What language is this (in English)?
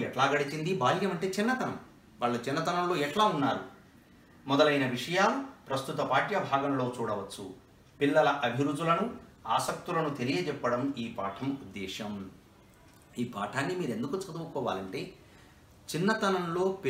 Telugu